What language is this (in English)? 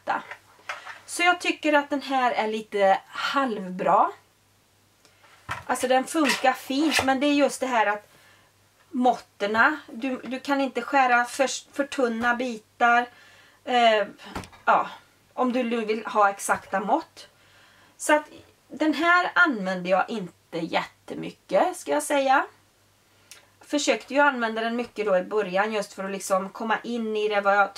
Swedish